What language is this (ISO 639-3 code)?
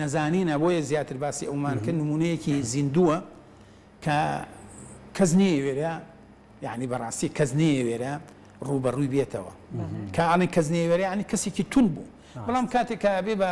ckb